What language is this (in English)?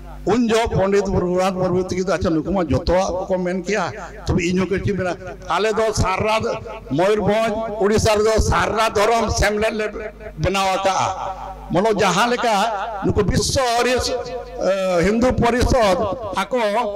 Santali